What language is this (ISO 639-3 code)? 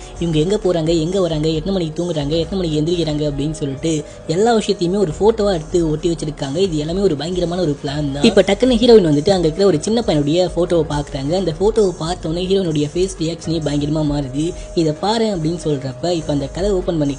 tam